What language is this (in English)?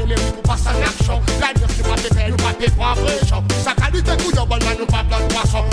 Seselwa Creole French